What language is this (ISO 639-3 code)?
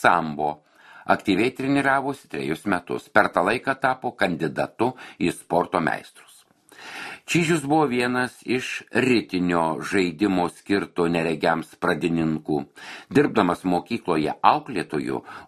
lit